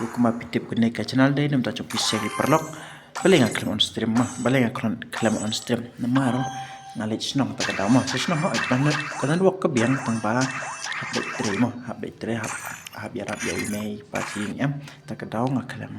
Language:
Khasi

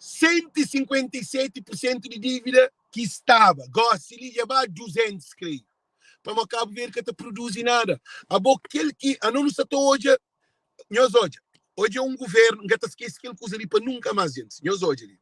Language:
Kabuverdianu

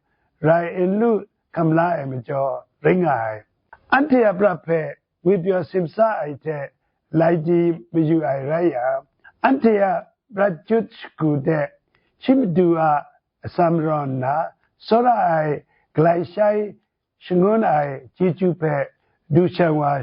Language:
Kachin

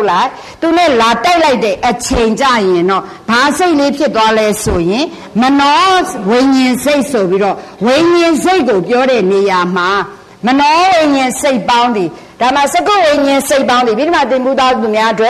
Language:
Burmese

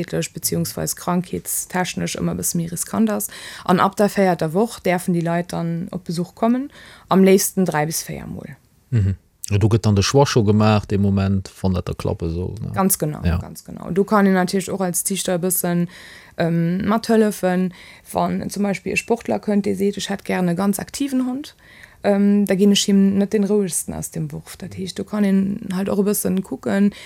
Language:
Luxembourgish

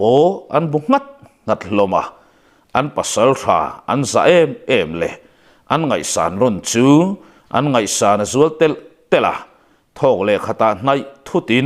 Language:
Mizo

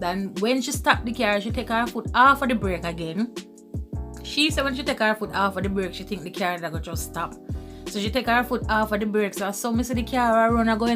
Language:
Jamaican Creole English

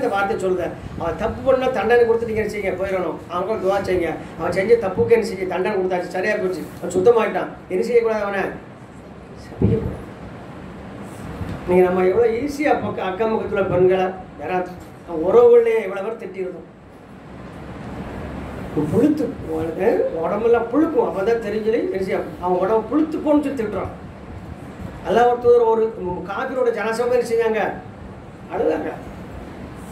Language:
Tamil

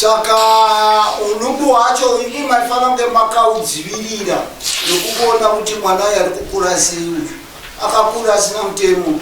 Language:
Shona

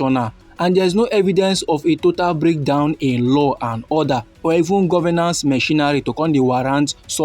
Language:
Nigerian Pidgin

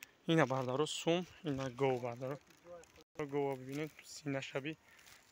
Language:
Tajik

